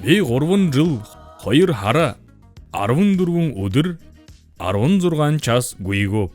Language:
Buriat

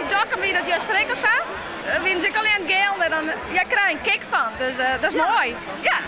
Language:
Western Frisian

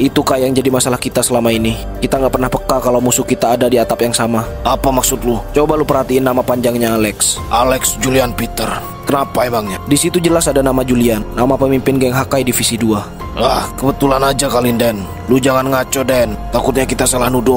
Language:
Indonesian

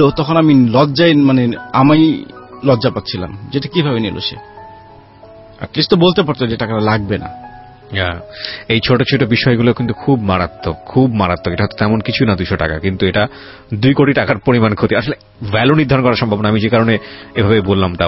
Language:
Bangla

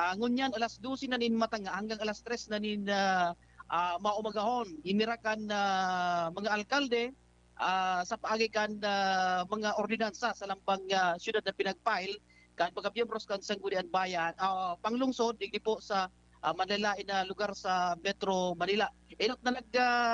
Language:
Bikol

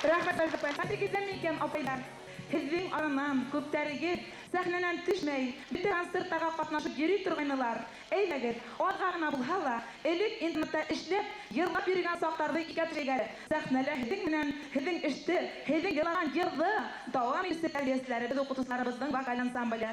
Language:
Bashkir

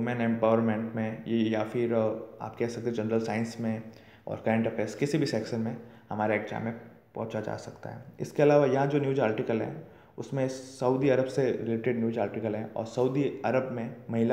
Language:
Hindi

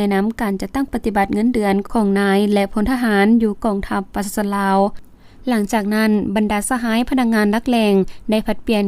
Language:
Lao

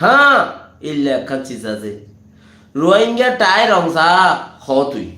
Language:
Rohingya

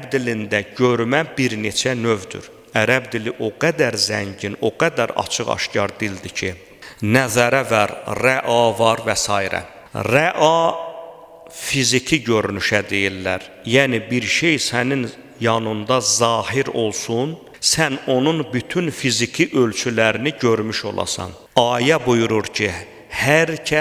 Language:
Azerbaijani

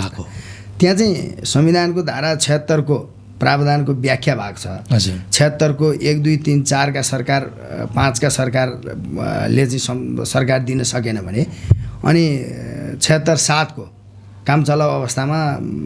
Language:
Nepali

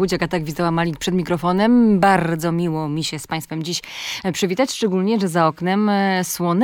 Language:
Polish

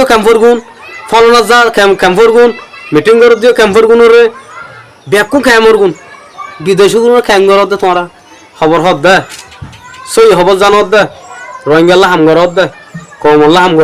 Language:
Rohingya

